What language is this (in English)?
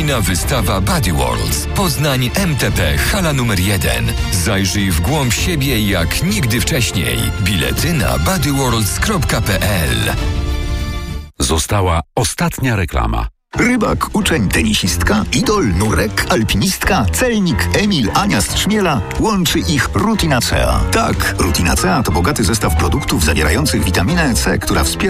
Polish